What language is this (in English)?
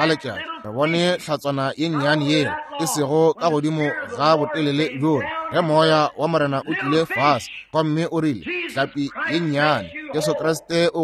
Northern Sotho